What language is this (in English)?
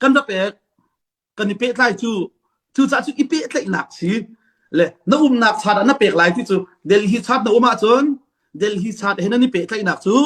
Hakha Chin